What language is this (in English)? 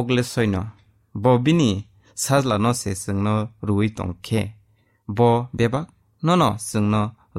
Kok Borok